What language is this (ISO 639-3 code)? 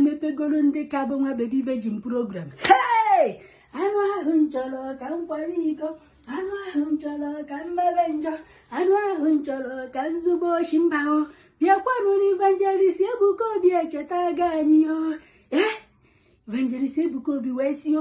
ibo